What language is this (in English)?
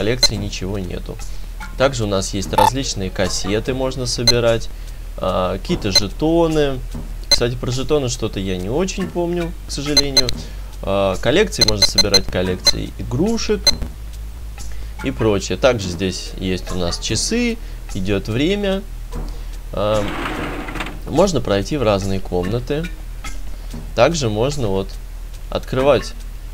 Russian